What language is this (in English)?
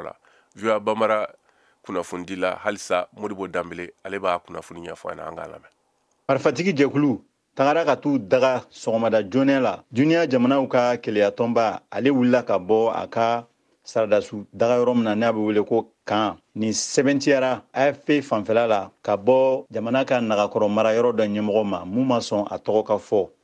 Bambara